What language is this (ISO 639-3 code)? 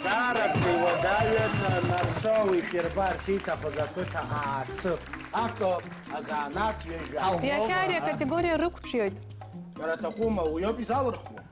abk